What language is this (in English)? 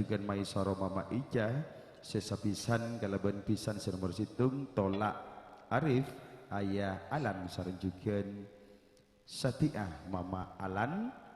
Madurese